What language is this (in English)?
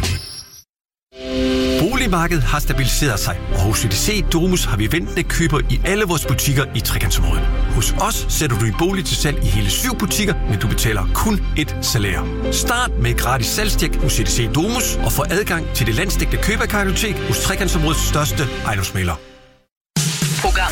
Danish